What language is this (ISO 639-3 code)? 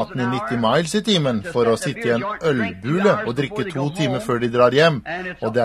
nor